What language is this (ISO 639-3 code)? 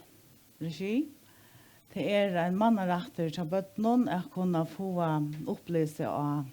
fao